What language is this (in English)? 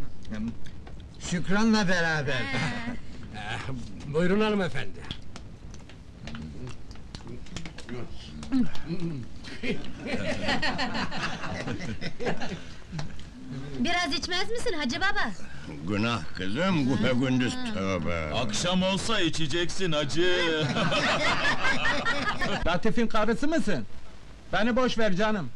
Turkish